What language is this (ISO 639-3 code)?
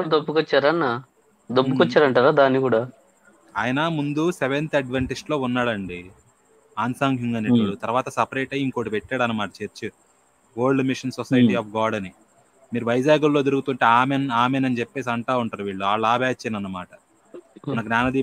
tel